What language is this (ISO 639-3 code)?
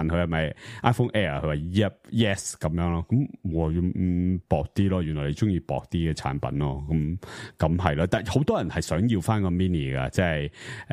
yue